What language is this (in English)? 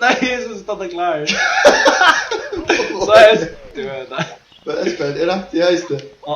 Faroese